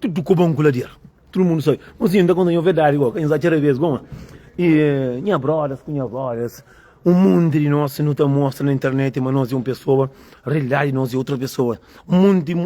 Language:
Kabuverdianu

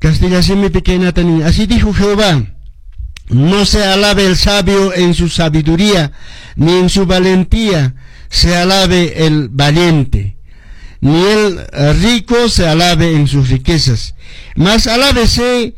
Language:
Quechua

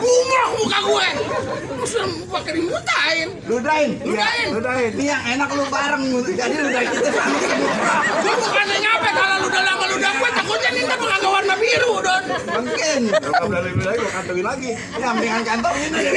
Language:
Betawi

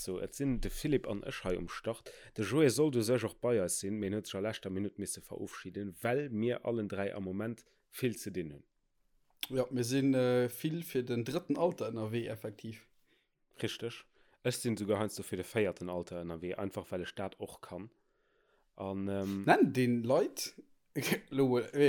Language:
Luxembourgish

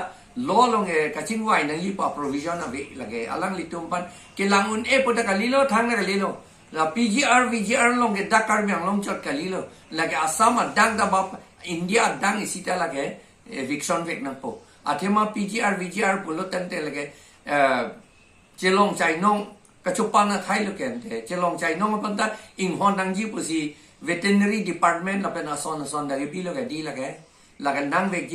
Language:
Karbi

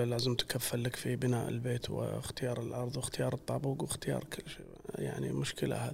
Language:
Gulf Arabic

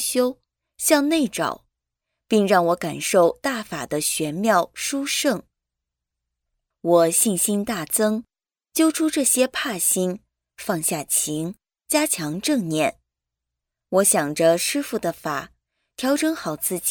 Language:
Chinese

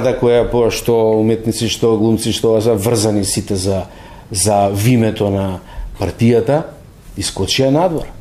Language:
Macedonian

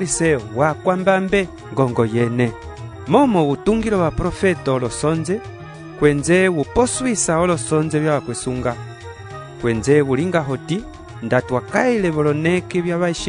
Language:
Umbundu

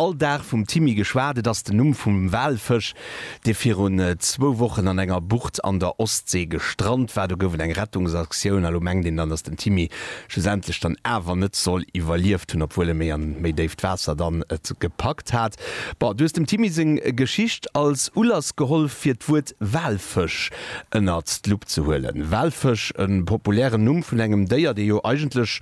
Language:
Luxembourgish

